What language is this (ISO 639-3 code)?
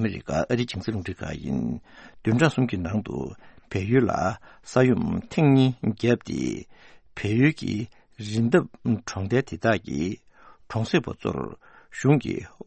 bod